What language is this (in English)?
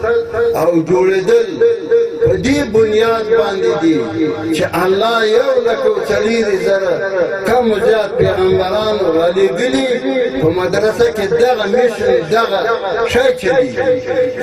Pashto